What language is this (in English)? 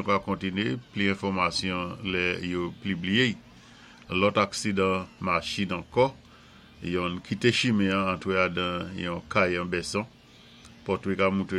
Saint Lucian Creole French